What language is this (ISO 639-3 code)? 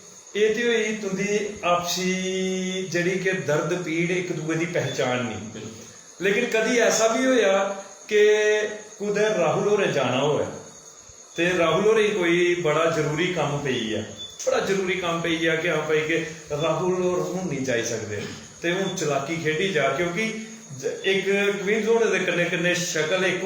doi